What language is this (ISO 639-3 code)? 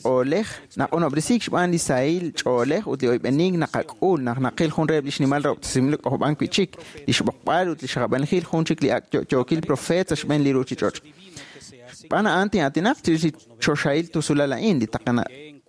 kek